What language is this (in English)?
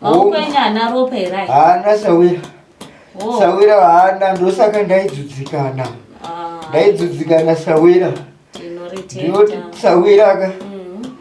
Shona